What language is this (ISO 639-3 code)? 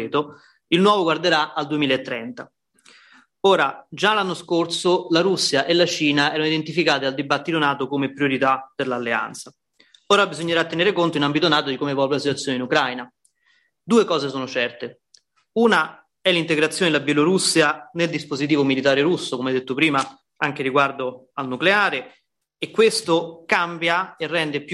ita